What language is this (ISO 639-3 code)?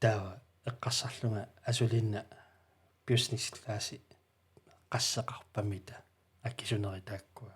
kal